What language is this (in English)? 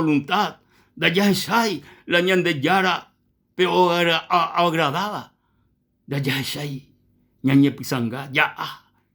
Guarani